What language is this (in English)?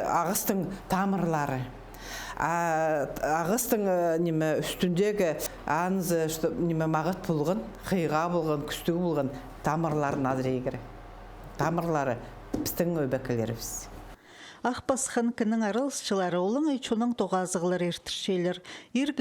Khakas